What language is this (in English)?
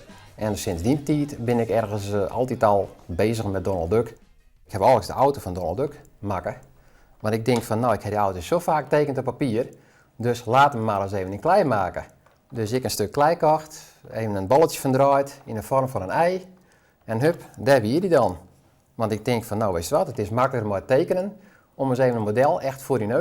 Western Frisian